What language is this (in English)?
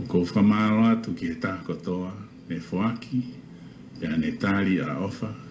Tongan